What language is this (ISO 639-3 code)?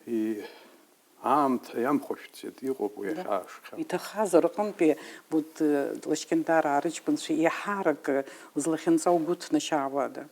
abk